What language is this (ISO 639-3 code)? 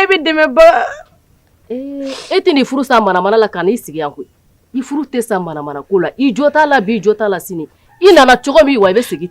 bam